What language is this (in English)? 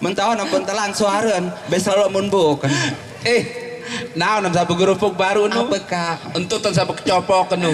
Sasak